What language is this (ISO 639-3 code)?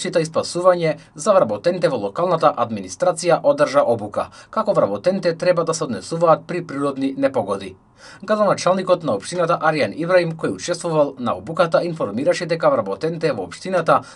mkd